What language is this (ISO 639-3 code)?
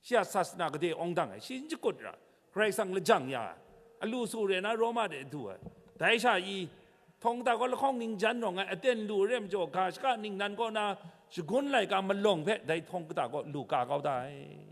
kac